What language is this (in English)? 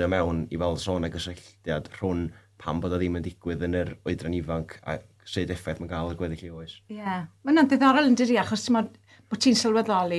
Welsh